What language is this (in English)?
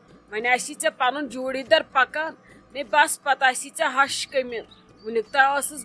Kashmiri